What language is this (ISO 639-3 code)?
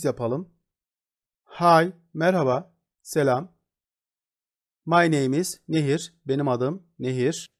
tur